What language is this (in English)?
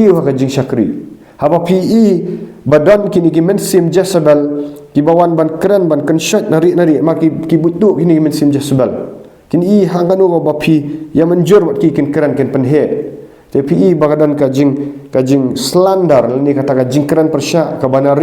Khasi